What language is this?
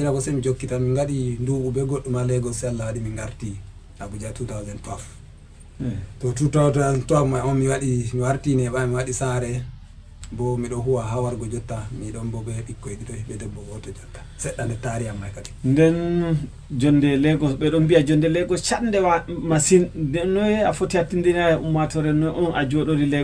Fula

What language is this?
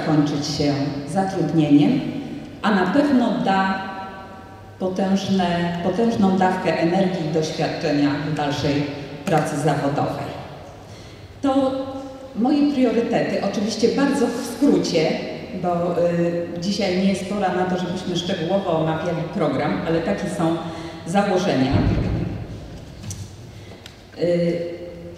Polish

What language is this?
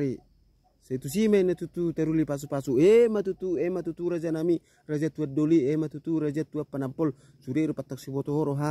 Batak Toba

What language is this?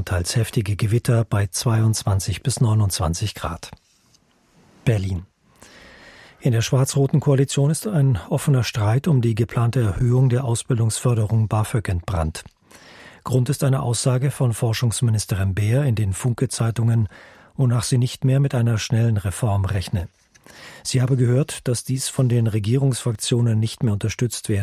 German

